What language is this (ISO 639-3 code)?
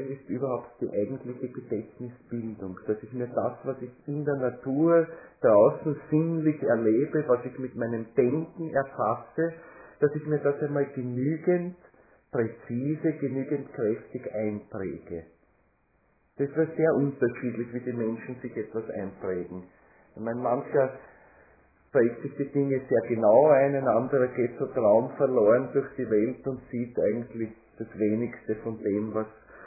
deu